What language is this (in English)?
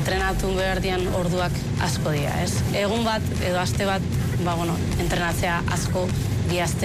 Basque